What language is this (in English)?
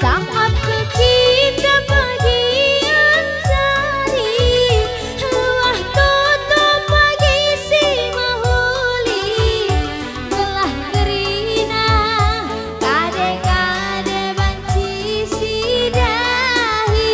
Batak Karo